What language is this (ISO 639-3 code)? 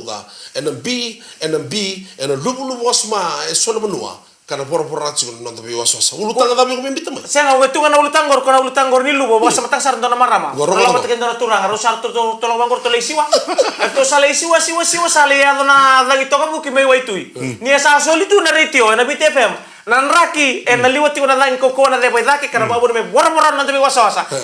fij